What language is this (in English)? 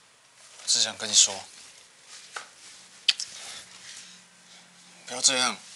Chinese